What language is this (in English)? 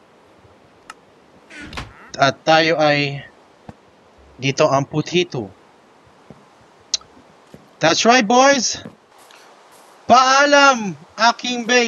Filipino